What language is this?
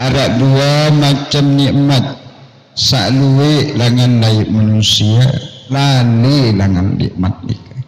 Sasak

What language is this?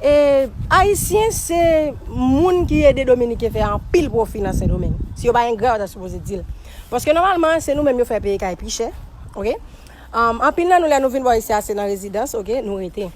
Haitian Creole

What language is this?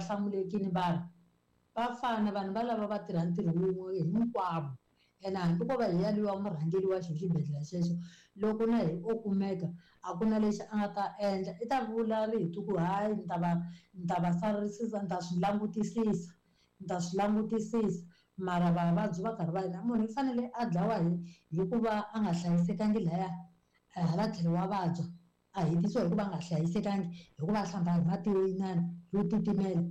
Tsonga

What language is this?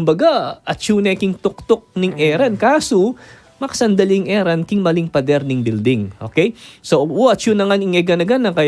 Pampanga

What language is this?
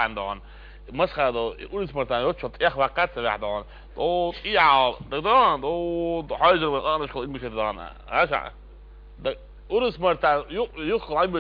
Chechen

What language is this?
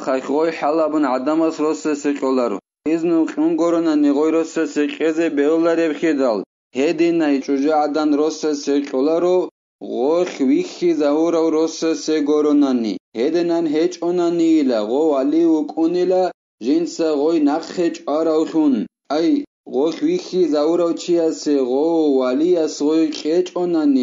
Avaric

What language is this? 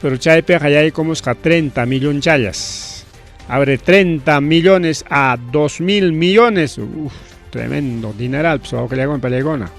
Ayacucho Quechua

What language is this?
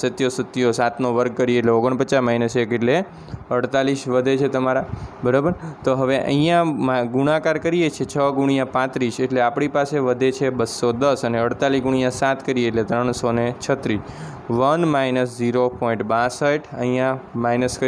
Gujarati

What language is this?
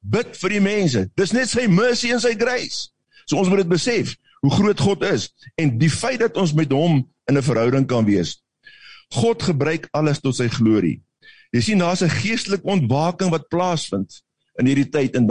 Afrikaans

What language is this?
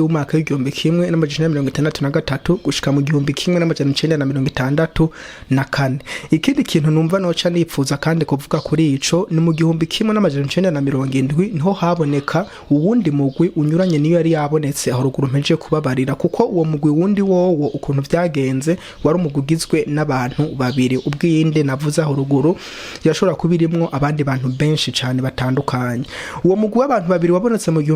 Rundi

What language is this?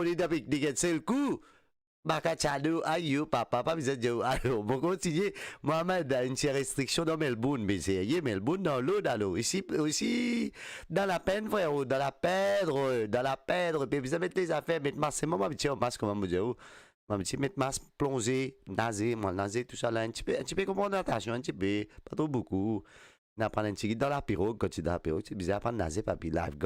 Morisyen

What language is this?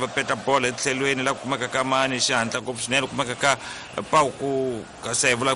Tsonga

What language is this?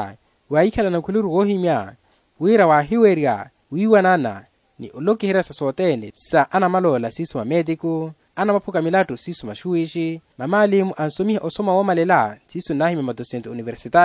Makhuwa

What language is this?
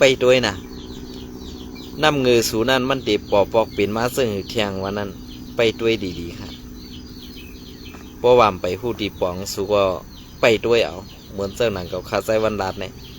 Shan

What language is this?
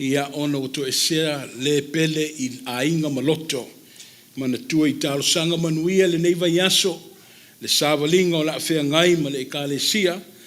Samoan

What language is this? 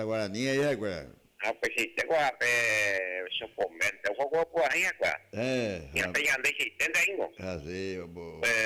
Guarani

